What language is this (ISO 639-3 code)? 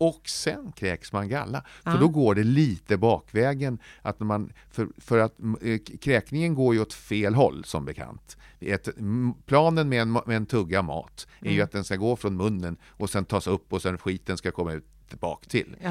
swe